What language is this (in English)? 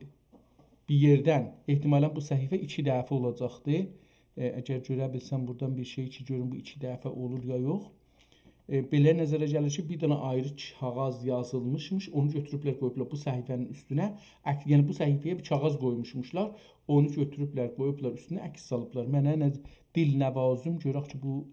South Azerbaijani